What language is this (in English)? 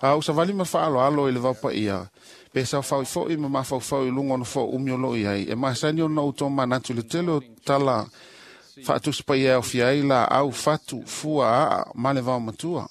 Samoan